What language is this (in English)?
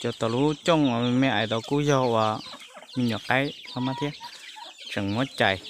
Hmong